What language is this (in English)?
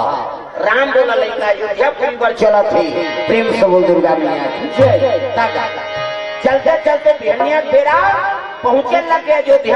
Chhattisgarhi